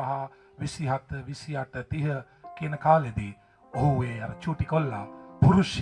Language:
Sinhala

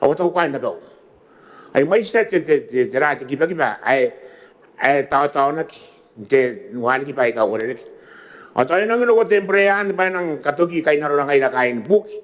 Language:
Gilbertese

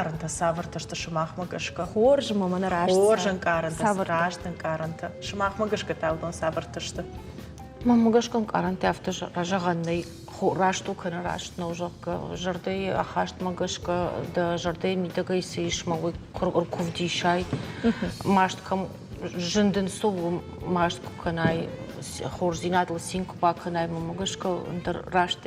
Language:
Ossetic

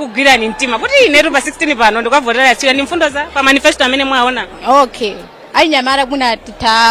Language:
Nyanja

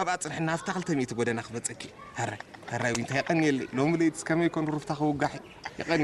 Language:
Tigrinya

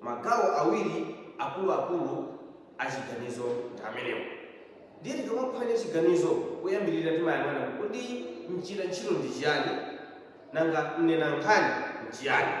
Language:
Nyanja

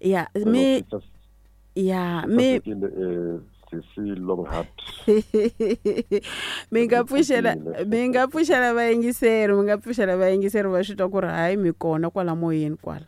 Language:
Tsonga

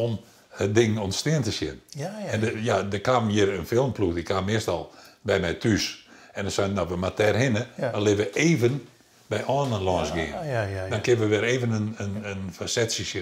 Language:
Western Frisian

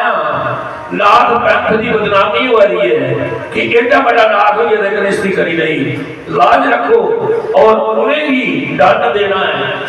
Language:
Dogri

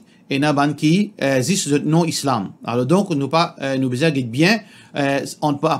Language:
Morisyen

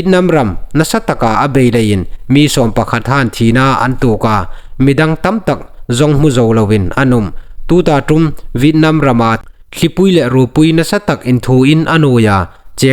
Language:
Hmar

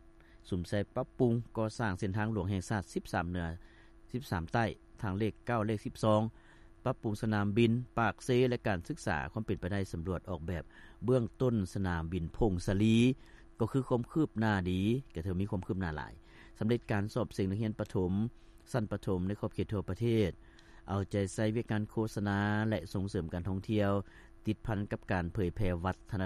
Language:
Lao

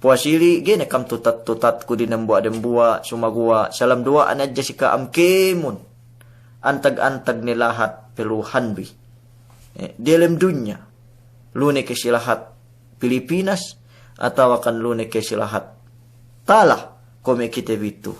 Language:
Yakan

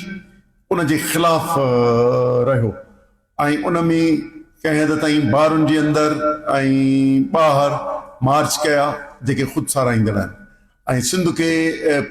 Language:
Sindhi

